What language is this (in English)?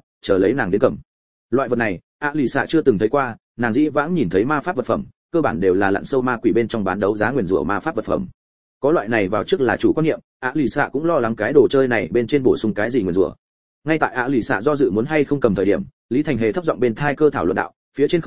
Vietnamese